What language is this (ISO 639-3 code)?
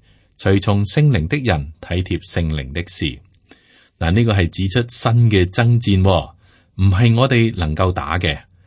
yue